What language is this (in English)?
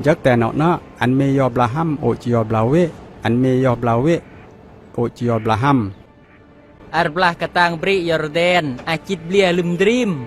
Khmu